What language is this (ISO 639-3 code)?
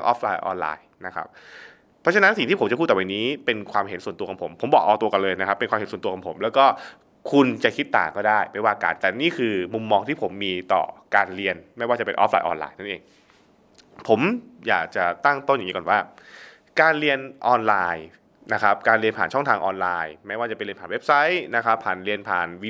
tha